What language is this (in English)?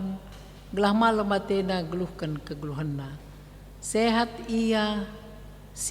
Batak Karo